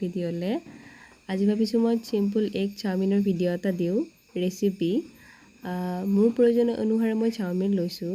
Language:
Assamese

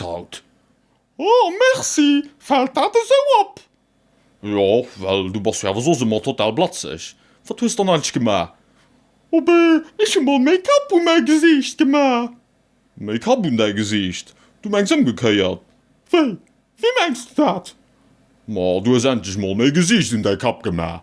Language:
Luxembourgish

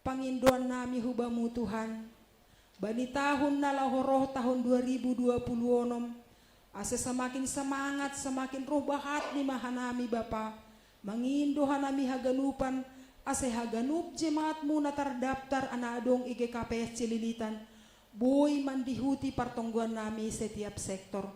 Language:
Batak Simalungun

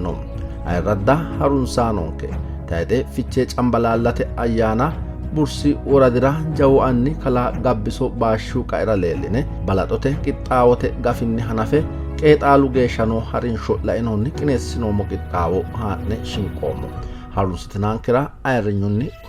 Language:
Sidamo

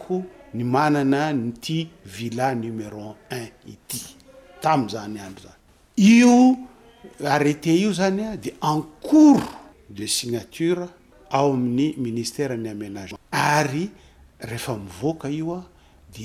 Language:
Malagasy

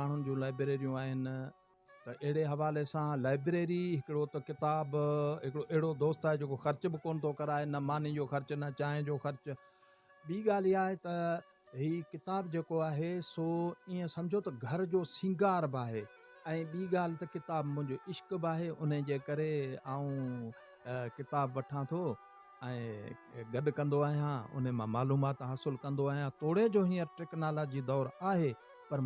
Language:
Sindhi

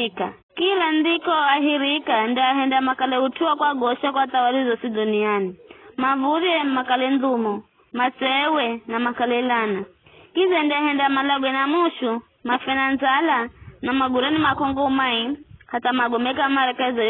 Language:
Giryama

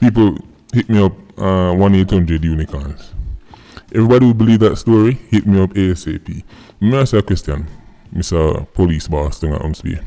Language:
Jamaican Creole English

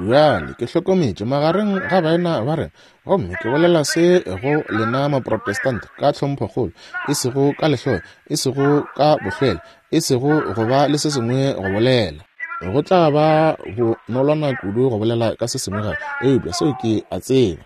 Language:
Northern Sotho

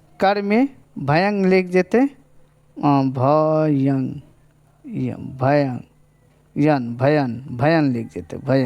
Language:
Maithili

